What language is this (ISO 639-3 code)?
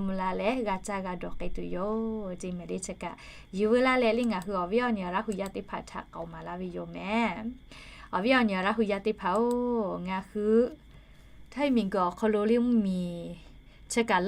lhu